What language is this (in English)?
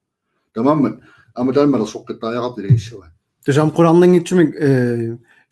Kalaallisut